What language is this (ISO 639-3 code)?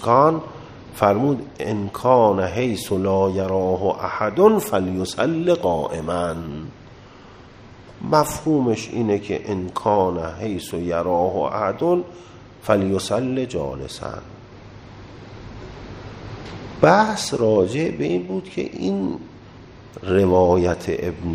fas